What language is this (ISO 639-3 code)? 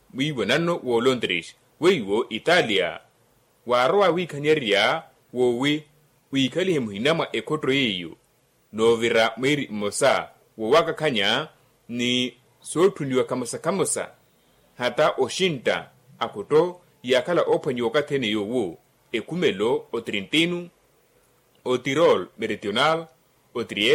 vmw